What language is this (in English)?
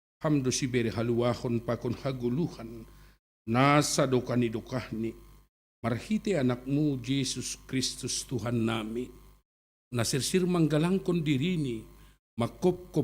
Batak Simalungun